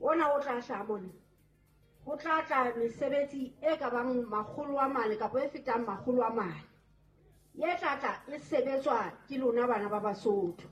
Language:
Southern Sotho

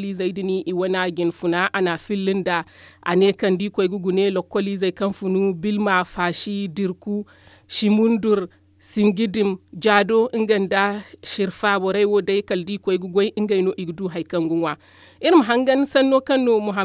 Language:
Zarma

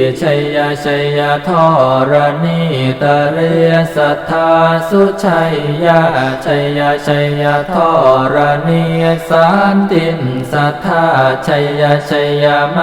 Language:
Pali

